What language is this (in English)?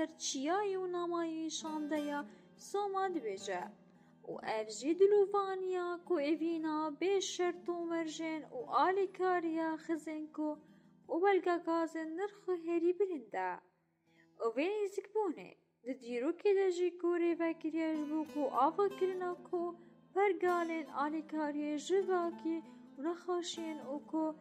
Kurdish